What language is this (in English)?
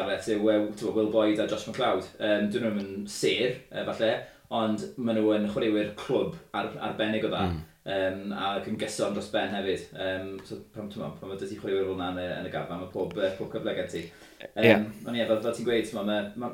Welsh